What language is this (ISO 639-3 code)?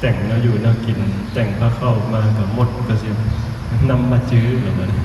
tts